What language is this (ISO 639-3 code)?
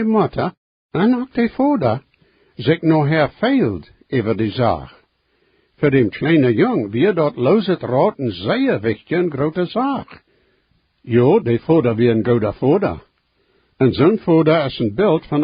pdt